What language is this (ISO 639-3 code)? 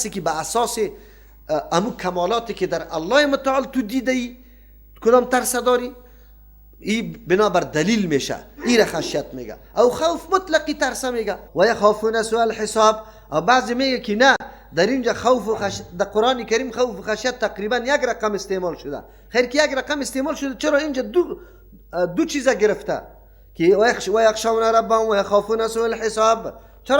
fas